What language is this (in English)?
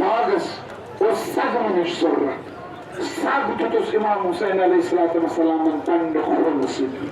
Kashmiri